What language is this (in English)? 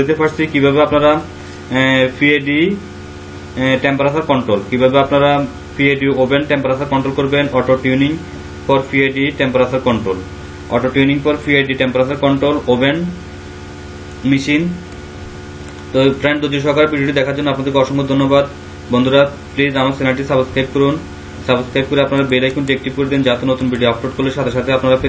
Bangla